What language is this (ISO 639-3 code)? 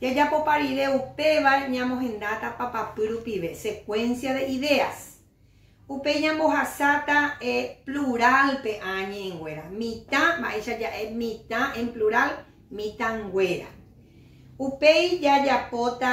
grn